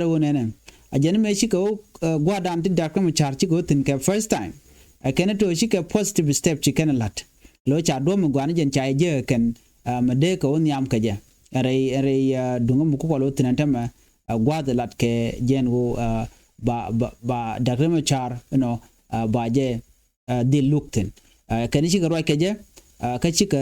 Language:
Nuer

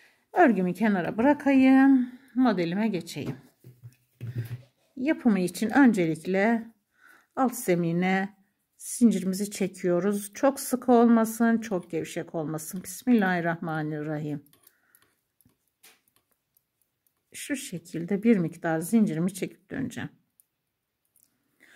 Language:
Turkish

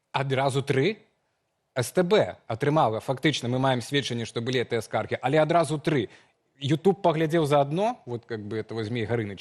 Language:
Belarusian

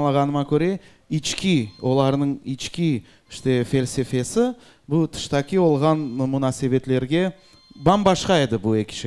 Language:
Crimean Tatar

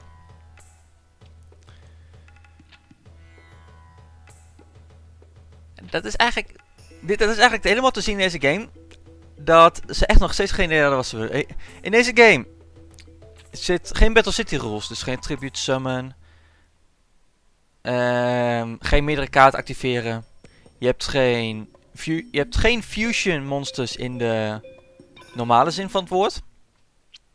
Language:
Dutch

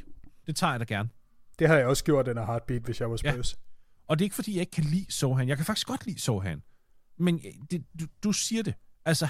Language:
Danish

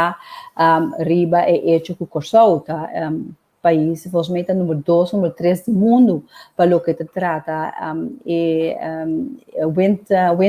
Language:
Papiamento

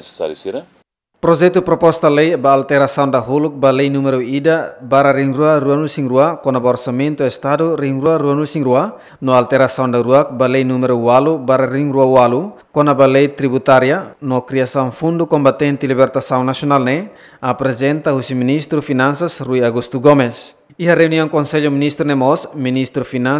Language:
Tetum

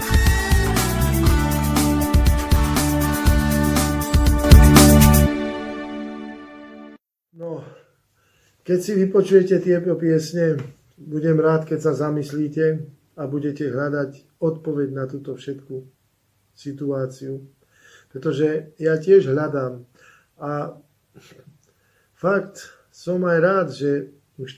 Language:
Slovak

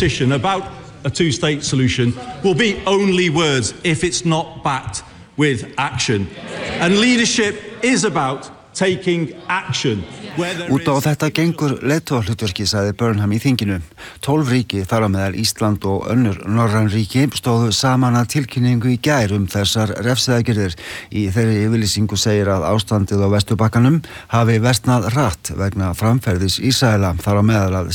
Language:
Icelandic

